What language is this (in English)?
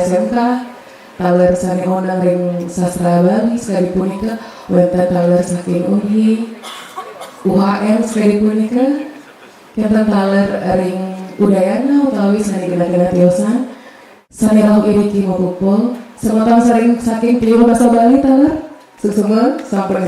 Balinese